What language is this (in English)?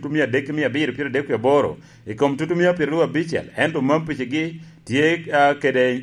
Lango (Uganda)